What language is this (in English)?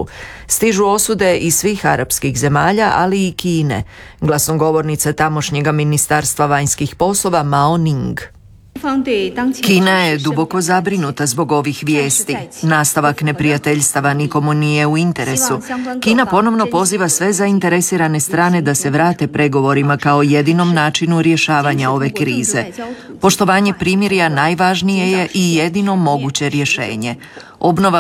Croatian